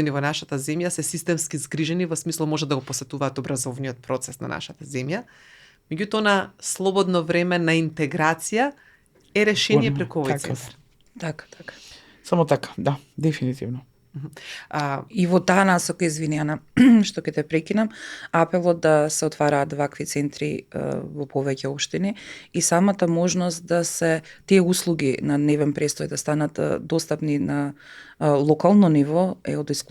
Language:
Macedonian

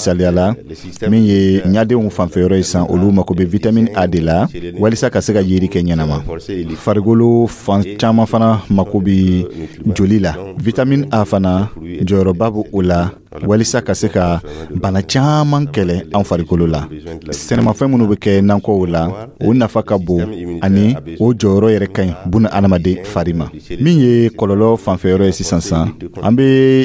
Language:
Dyula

